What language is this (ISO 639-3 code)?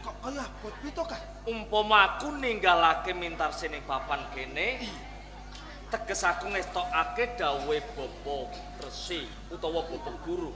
jav